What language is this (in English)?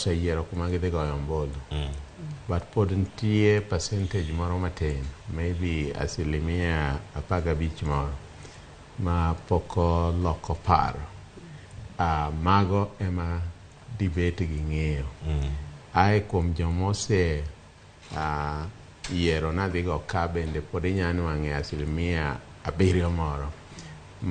Luo (Kenya and Tanzania)